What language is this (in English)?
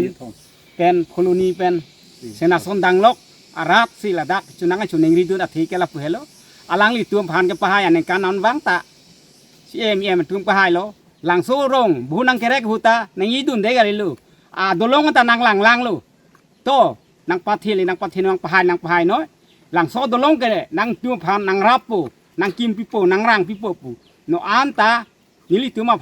Karbi